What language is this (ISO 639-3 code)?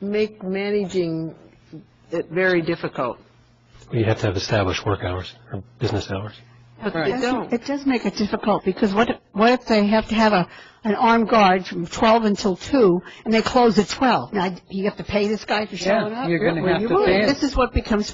eng